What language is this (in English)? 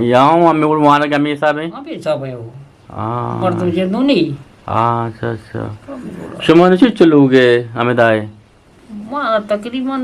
Eastern Balochi